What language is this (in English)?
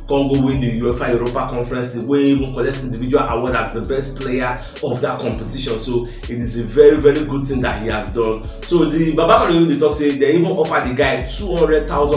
Nigerian Pidgin